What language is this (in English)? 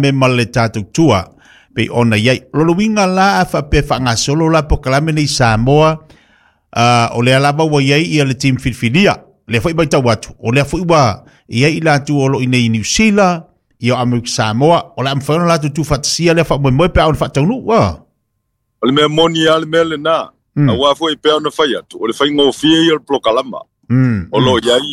Samoan